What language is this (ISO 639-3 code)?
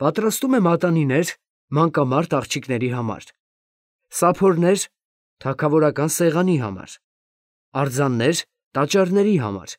hye